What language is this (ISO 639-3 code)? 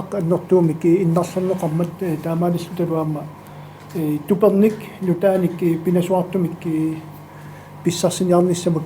kal